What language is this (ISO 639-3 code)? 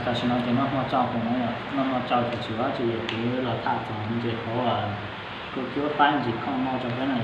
hmn